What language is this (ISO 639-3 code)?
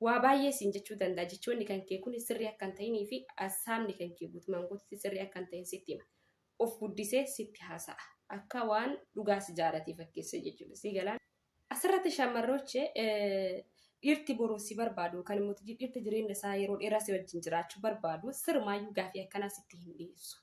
orm